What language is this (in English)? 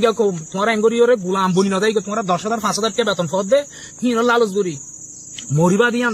Rohingya